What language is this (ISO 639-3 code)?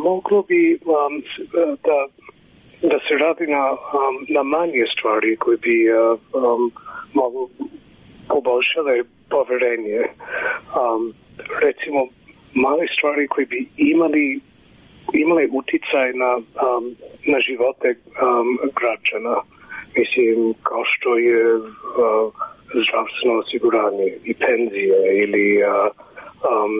srp